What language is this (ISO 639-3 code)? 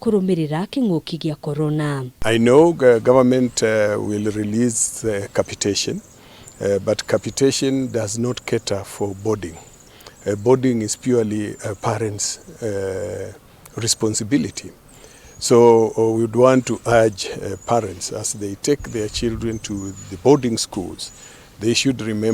kik